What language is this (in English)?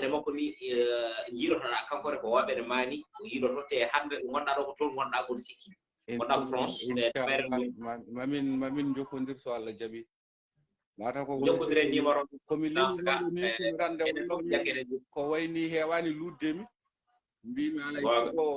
Fula